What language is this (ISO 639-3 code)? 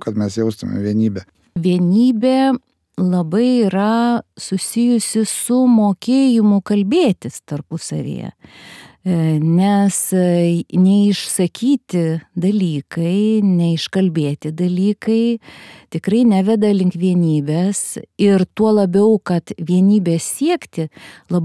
lit